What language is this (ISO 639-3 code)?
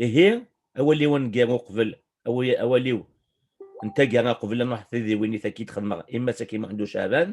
kab